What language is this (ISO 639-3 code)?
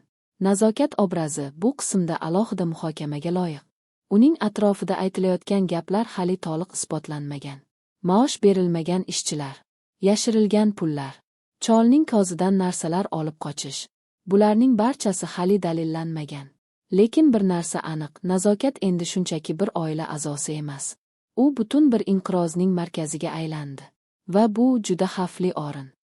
uzb